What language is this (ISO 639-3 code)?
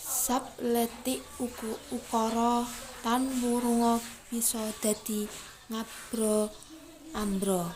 jav